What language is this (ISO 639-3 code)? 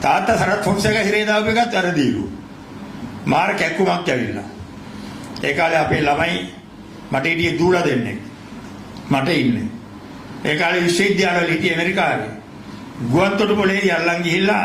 sin